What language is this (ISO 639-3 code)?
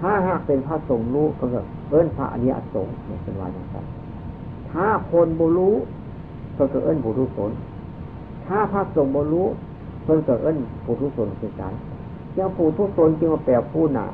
tts